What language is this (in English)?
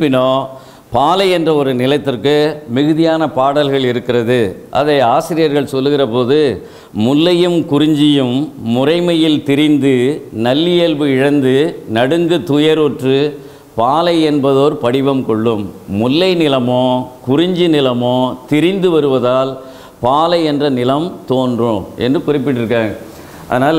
Tamil